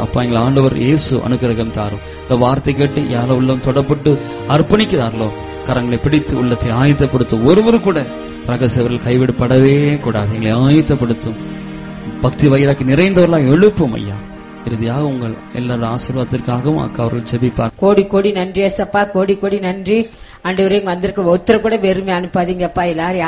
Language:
Tamil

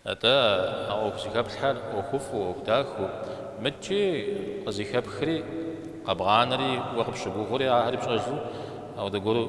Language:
Kabardian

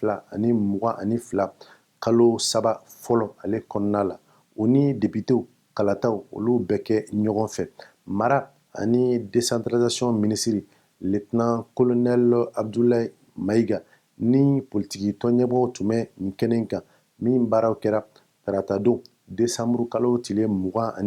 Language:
Bambara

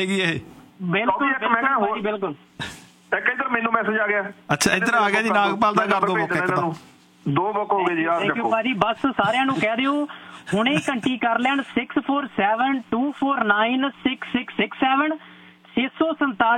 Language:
Punjabi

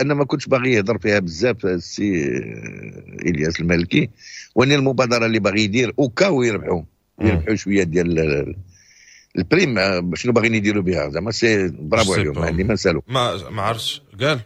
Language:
Moroccan Arabic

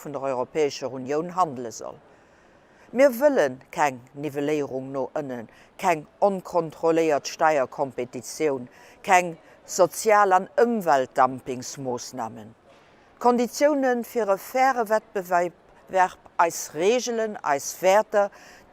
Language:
Luxembourgish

